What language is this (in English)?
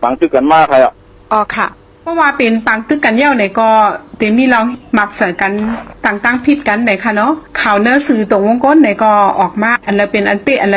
Shan